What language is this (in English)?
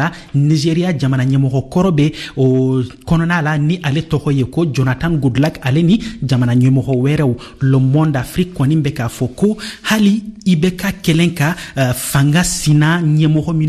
Bambara